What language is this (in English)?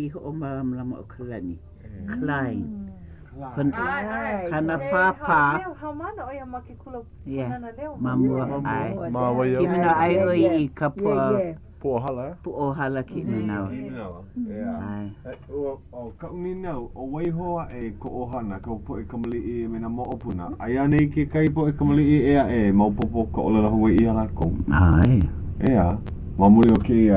Hawaiian